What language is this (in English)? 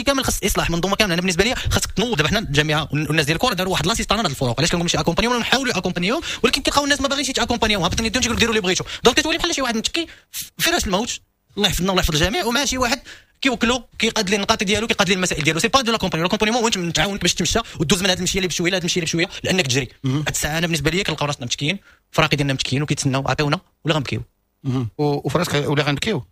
Moroccan Arabic